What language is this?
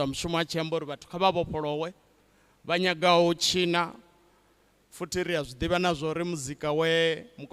Venda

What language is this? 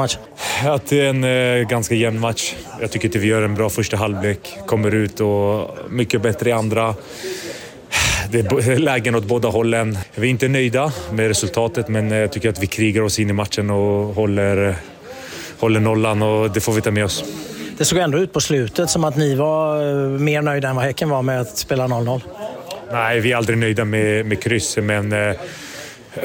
Swedish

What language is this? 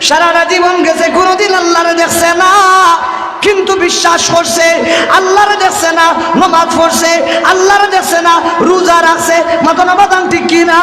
Sylheti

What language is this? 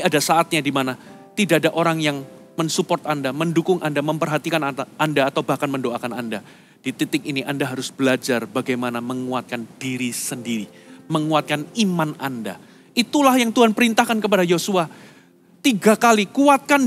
Indonesian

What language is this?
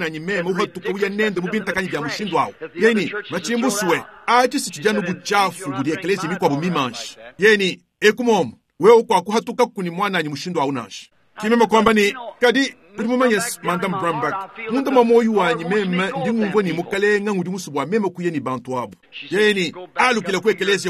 Luba-Lulua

